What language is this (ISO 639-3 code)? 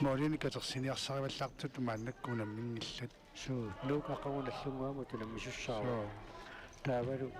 kal